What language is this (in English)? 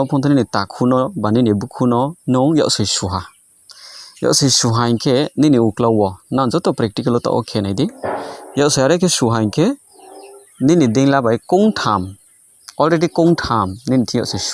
Riang (India)